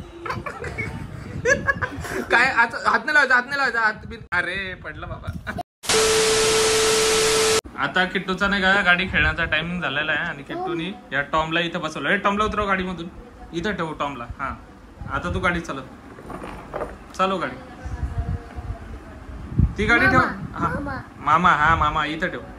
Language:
Marathi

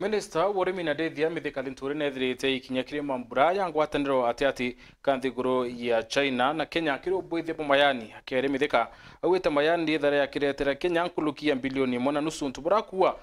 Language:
Meru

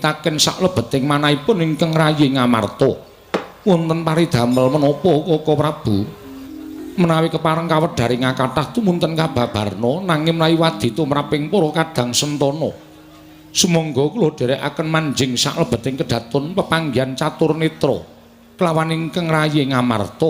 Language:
Javanese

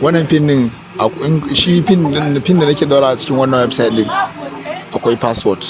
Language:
Hausa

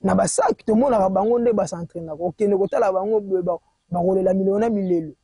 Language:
Lingala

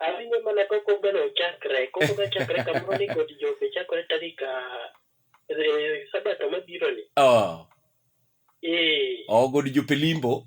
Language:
Luo (Kenya and Tanzania)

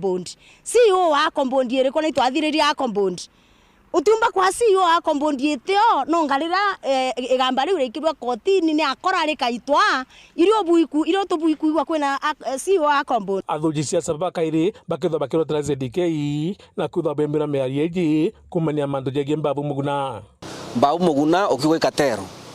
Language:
Meru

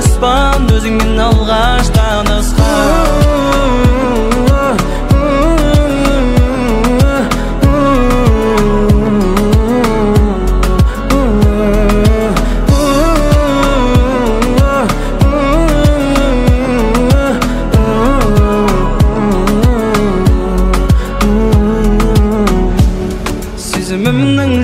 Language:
Kazakh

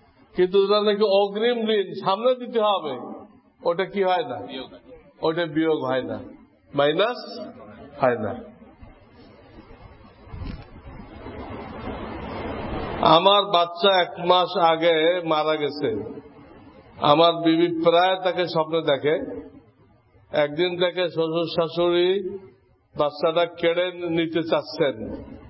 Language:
Bangla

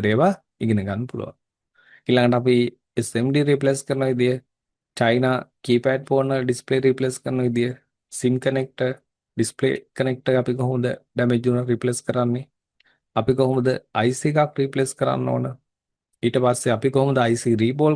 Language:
Sinhala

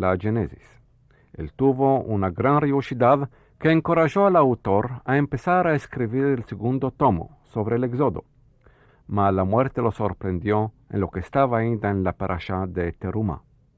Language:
Ladino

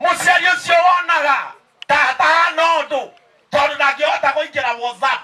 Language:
Kikuyu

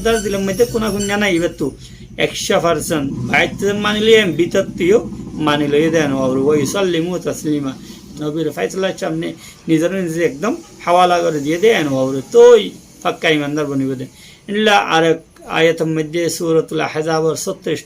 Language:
Rohingya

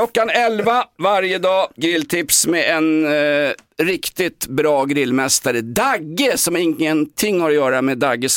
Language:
Swedish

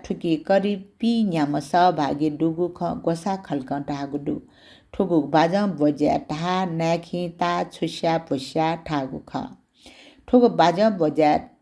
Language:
Newari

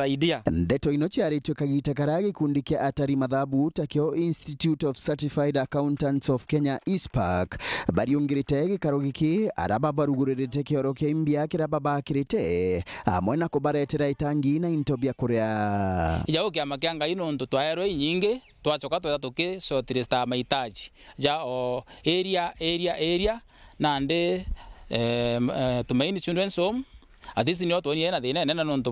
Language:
Meru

